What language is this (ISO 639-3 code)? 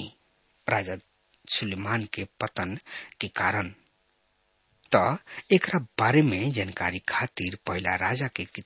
bho